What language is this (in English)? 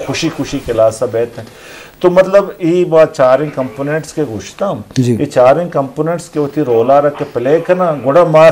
Eastern Balochi